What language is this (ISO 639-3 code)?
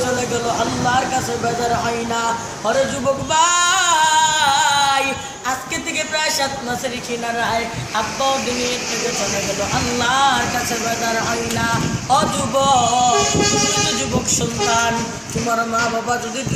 syl